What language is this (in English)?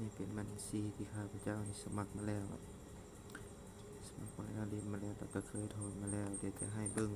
Lao